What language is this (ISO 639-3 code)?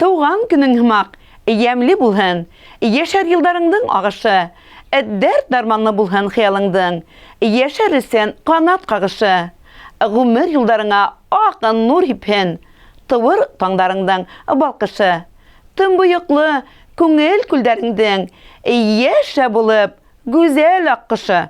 bak